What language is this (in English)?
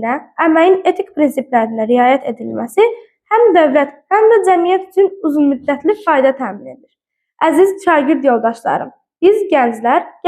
Azerbaijani